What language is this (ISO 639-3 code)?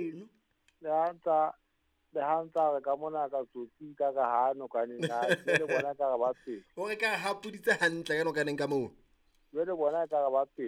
sot